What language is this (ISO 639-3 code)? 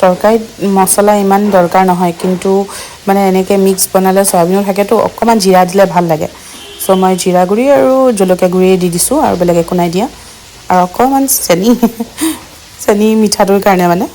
asm